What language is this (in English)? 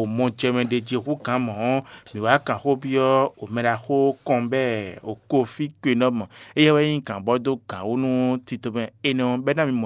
Fon